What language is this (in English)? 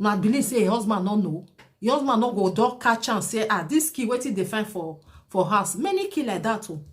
Nigerian Pidgin